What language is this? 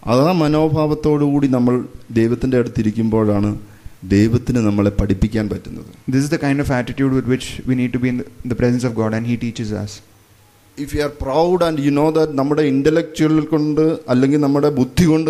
Malayalam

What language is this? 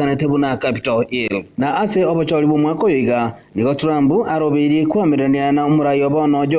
Gusii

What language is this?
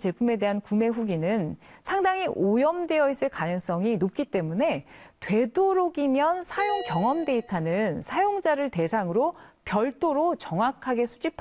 Korean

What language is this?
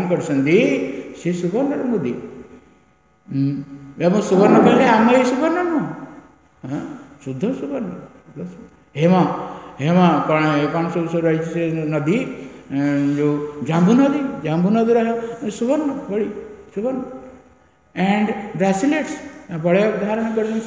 Odia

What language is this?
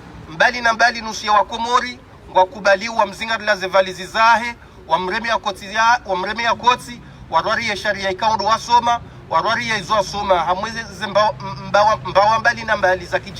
Ngazidja Comorian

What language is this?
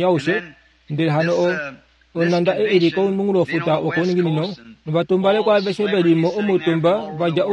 Kuanyama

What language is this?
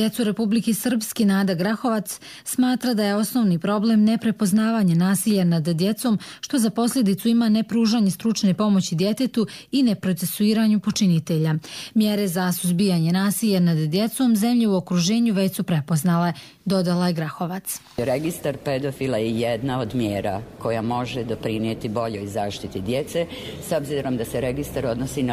Bosnian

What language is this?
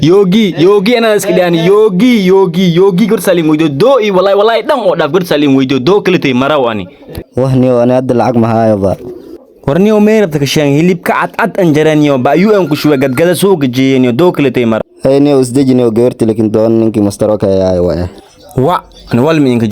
Somali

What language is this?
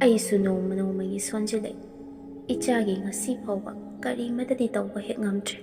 Manipuri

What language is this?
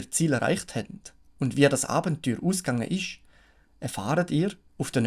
Swiss German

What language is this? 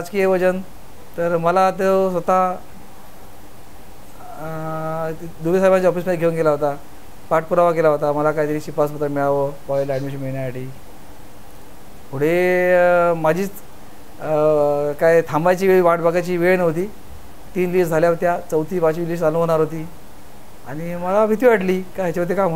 Marathi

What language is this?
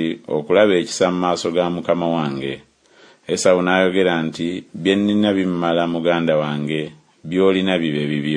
Ganda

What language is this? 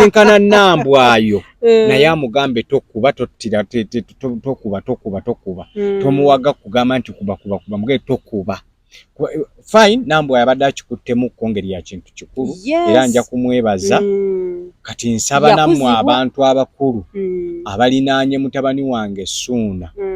Ganda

